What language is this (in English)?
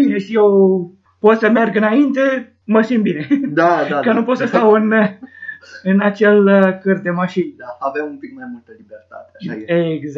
Romanian